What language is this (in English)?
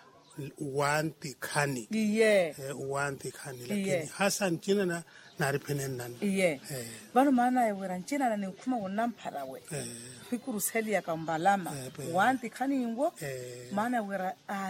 Makhuwa